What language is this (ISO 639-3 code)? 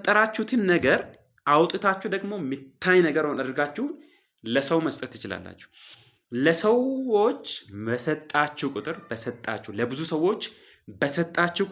amh